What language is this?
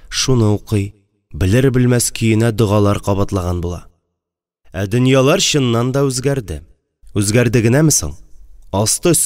Tatar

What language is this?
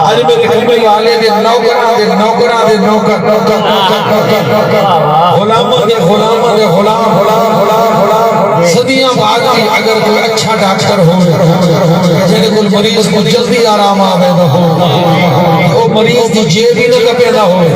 Saraiki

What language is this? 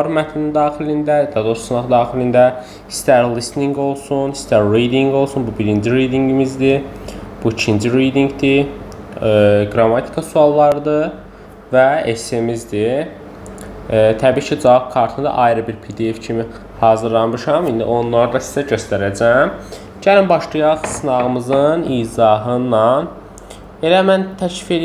Azerbaijani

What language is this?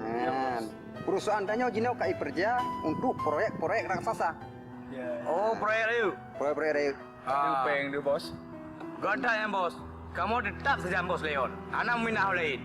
Achinese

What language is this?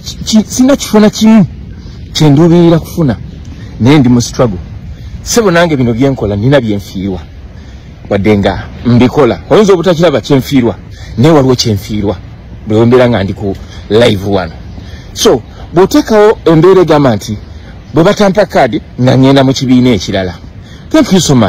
Ganda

